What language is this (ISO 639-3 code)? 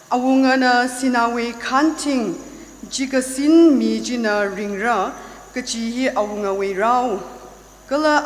nmf